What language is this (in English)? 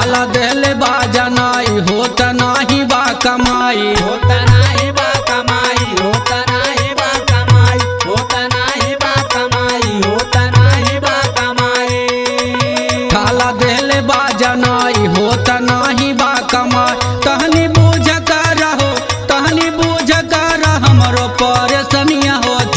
Bhojpuri